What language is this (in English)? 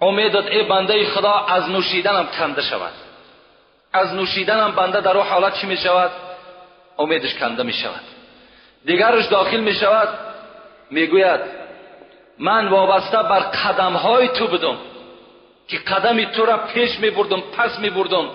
Tajik